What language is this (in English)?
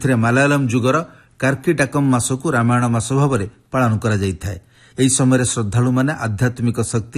Odia